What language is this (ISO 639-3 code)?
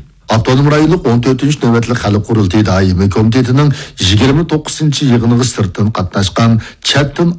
uig